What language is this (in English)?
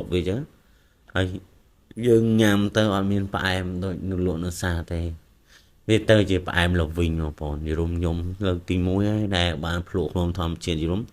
Khmer